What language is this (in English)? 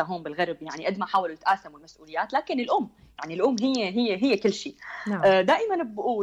North Levantine Arabic